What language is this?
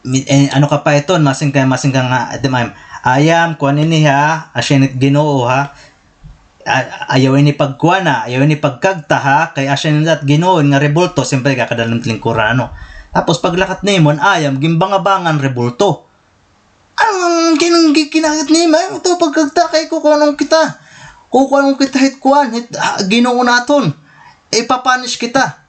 Waray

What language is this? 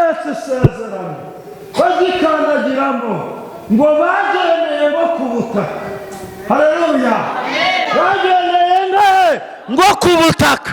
Kinyarwanda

